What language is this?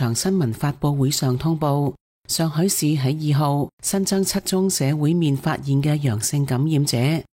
Cantonese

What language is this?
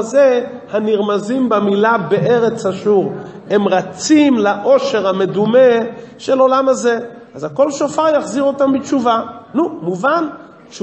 Hebrew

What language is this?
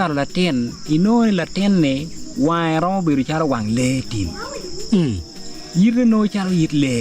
Acoli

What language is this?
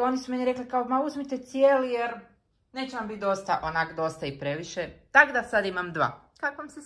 Croatian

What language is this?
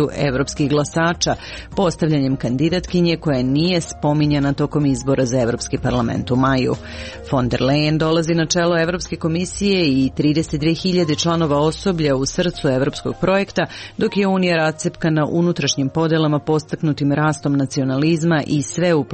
Serbian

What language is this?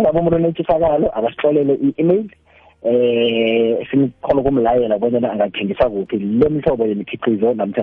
South Ndebele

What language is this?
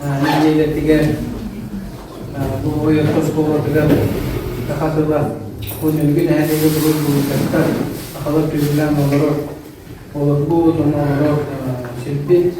Yakut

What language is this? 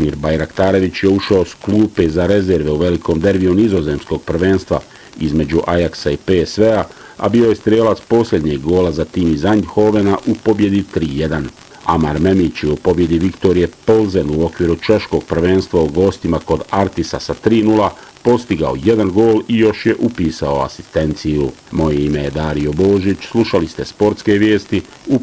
Bosnian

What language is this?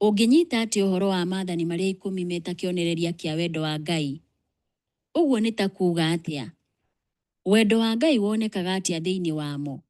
Kikuyu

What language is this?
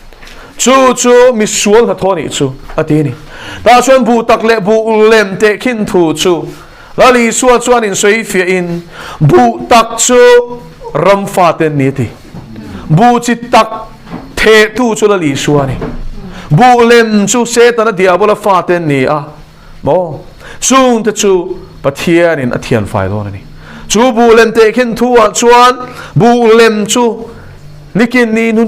Mizo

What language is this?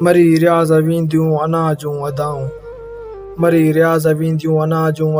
Sindhi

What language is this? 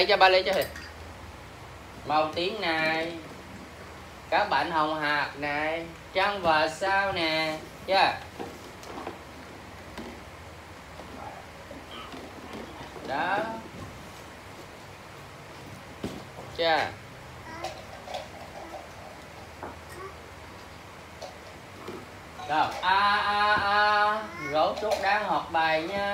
Vietnamese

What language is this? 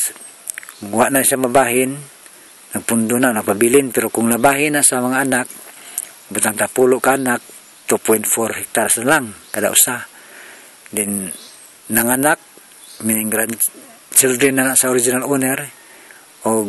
Cebuano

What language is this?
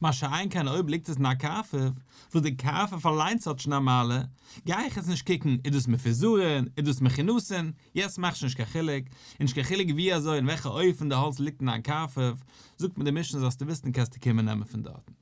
Yiddish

